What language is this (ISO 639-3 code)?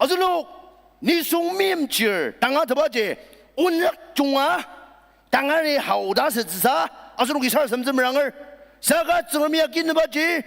njo